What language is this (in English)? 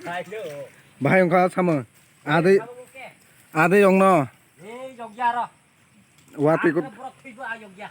Kok Borok